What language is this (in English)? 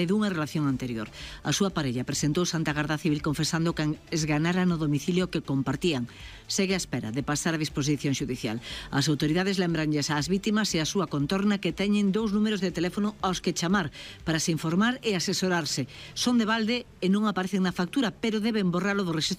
Galician